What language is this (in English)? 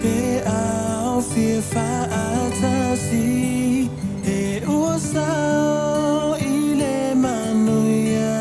Samoan